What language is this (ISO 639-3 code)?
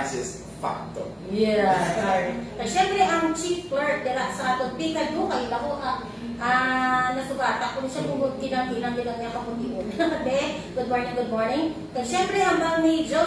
hil